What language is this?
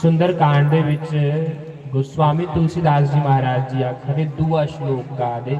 Dogri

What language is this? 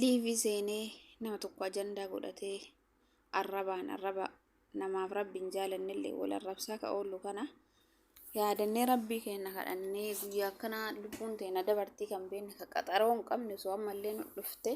Oromo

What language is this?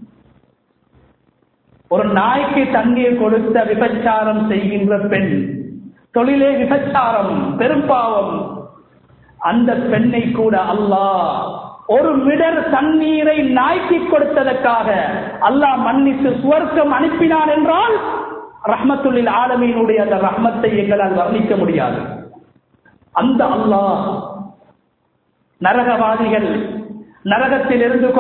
Tamil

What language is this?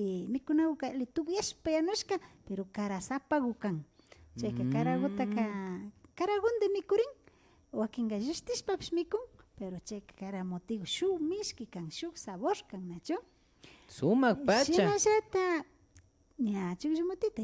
Imbabura Highland Quichua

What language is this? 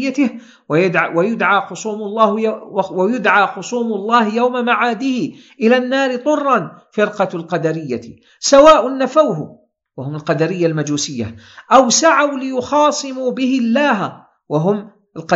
Arabic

